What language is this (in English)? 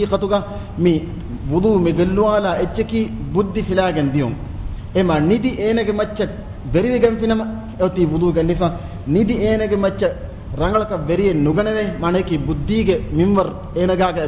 Divehi